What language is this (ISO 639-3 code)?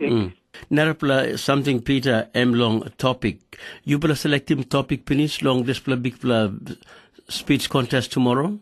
tpi